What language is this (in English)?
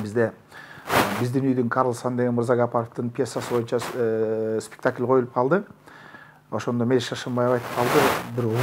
Kyrgyz